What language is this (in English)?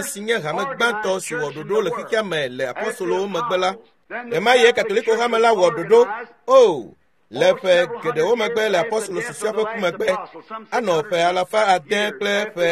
Ewe